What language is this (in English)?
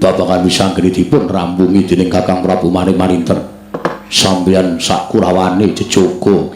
Javanese